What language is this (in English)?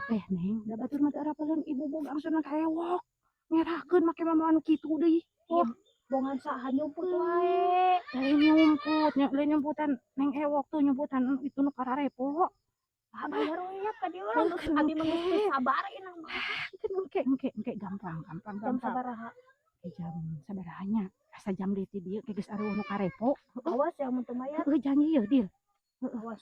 Sundanese